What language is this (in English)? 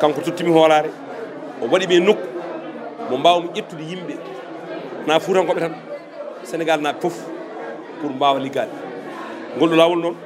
Fula